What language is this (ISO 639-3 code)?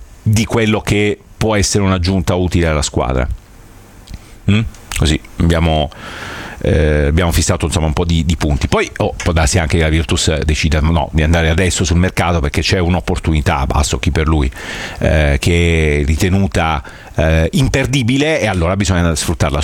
ita